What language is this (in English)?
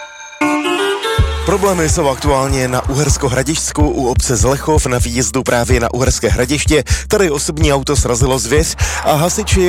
Czech